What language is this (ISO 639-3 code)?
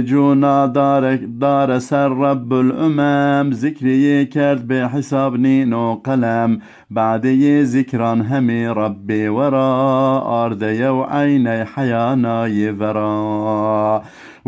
zza